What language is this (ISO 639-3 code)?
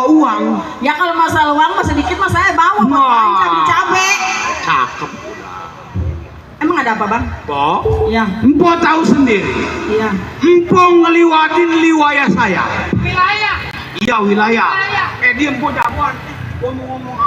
bew